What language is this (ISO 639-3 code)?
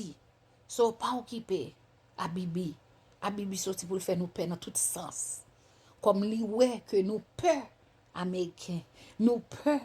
hat